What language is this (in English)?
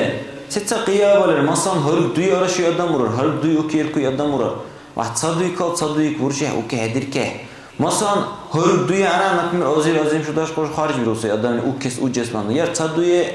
Dargwa